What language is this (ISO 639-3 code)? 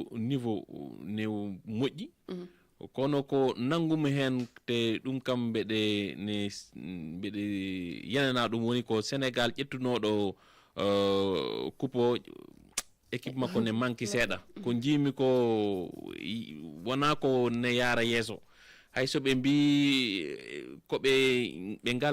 ful